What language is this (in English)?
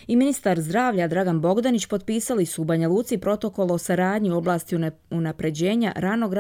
Croatian